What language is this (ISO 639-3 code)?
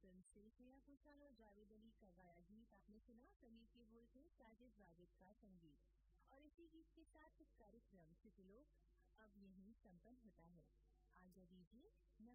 hin